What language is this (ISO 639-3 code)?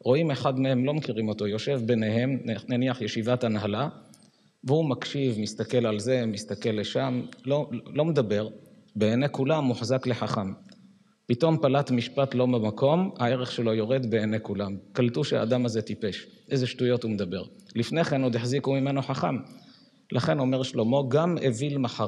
heb